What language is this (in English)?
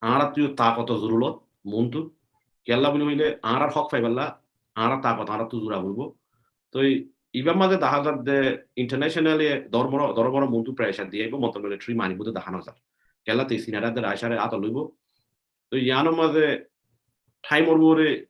Rohingya